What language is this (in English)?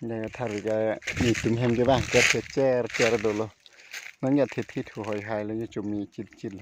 Karbi